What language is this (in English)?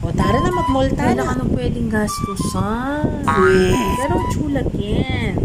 Pampanga